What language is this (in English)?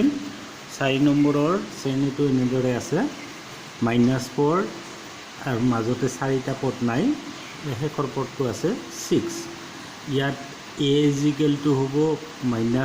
Assamese